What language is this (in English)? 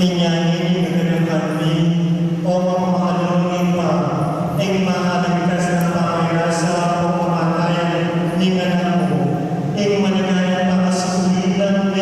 Pampanga